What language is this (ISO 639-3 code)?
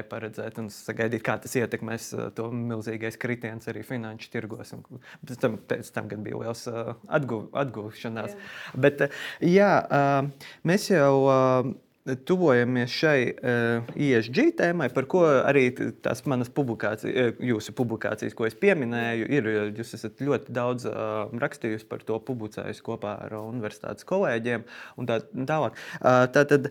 lav